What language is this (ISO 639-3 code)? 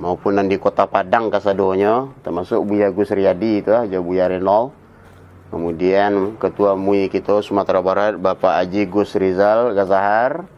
min